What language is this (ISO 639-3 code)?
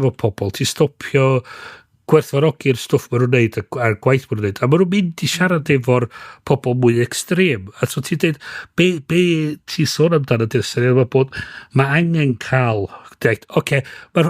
cym